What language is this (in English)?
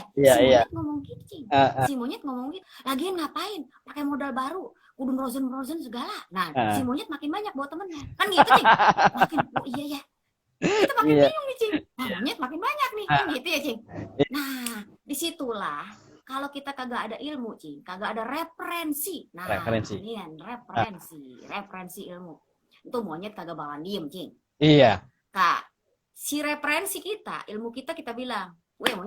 Betawi